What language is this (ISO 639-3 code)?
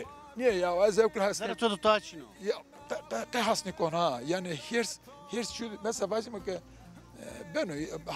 zza